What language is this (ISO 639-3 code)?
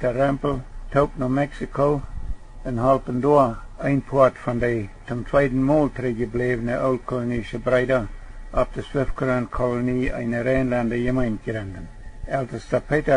pdt